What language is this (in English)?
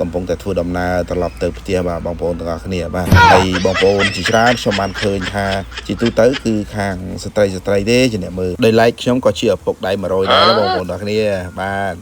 Khmer